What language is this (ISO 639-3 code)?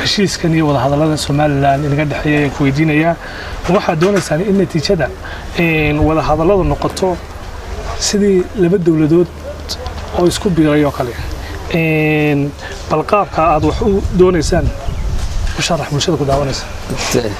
som